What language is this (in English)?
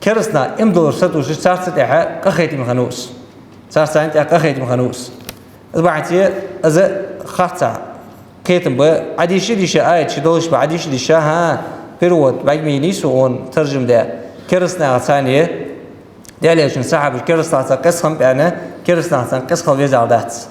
Ingush